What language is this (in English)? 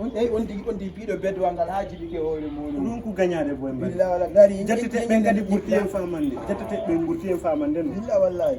Fula